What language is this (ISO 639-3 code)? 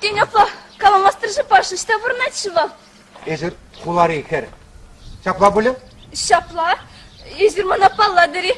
chv